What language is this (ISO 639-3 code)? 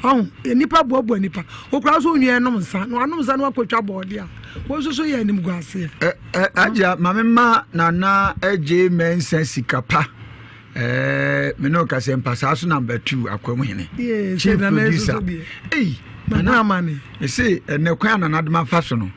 aka